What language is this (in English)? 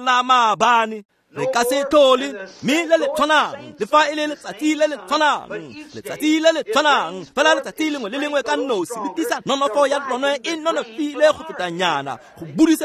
Tswana